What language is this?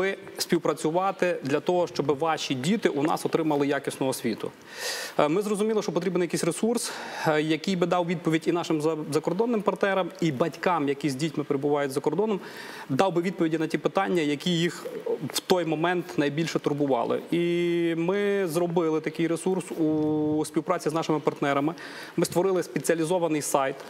Ukrainian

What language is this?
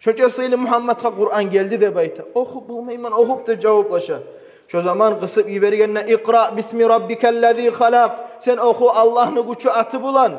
Kumyk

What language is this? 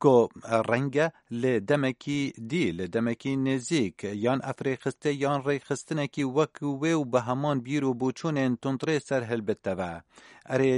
Kurdish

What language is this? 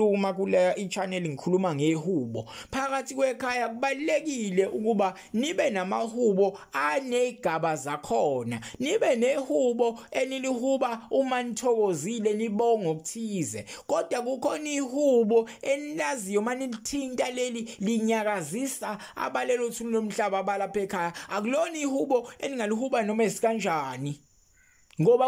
Zulu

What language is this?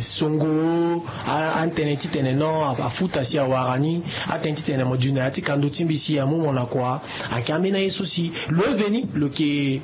Sango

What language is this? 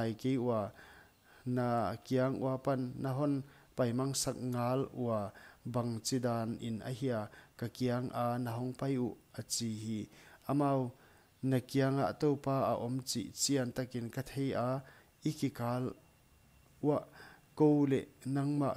Paite Chin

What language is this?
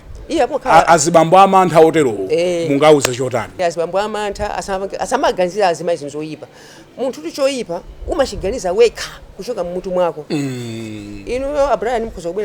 Nyanja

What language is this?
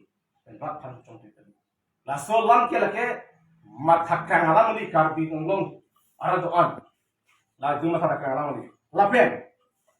Karbi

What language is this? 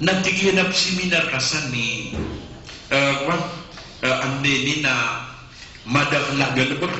Maranao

